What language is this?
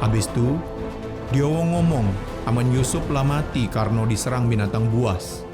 Musi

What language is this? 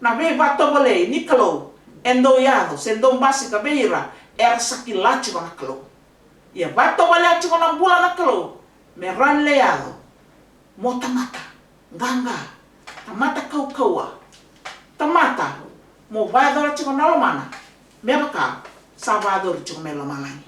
Fijian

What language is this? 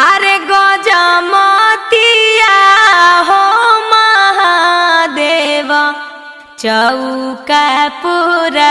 Magahi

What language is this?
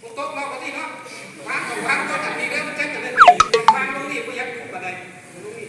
Lao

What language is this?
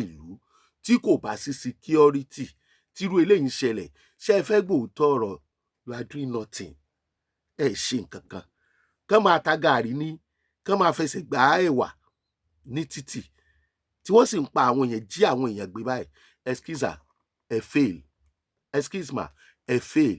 Yoruba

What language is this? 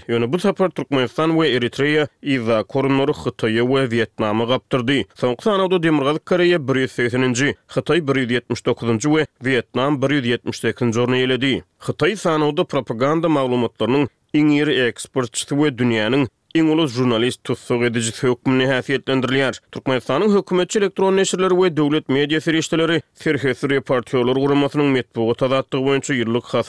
Turkmen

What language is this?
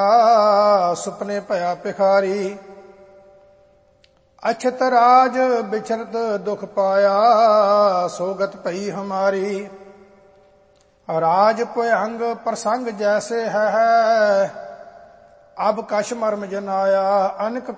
Punjabi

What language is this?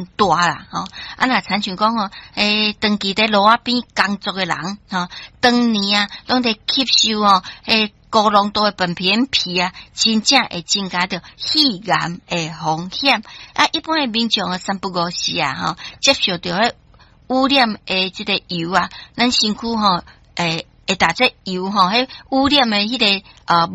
Min Nan Chinese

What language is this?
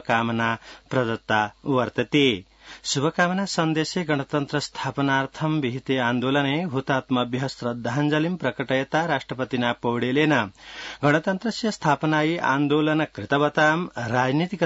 Sanskrit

